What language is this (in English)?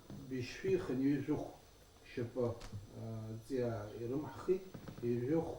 Abkhazian